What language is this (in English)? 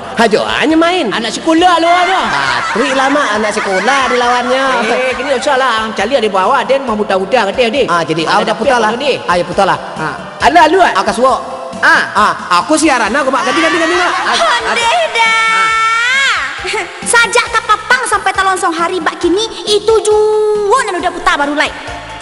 Minangkabau